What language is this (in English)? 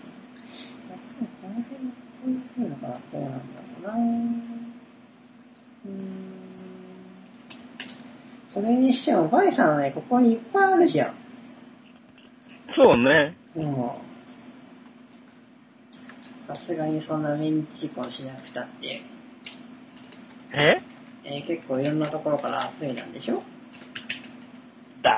Japanese